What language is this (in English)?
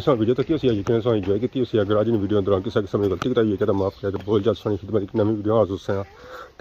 Pahari-Potwari